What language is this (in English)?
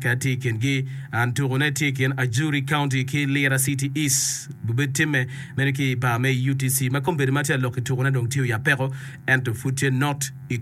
Acoli